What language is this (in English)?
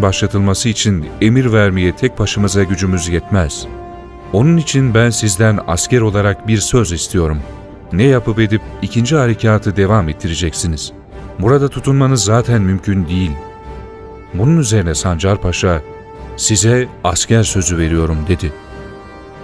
Turkish